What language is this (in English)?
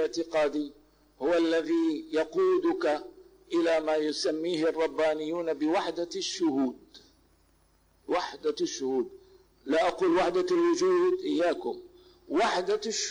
Arabic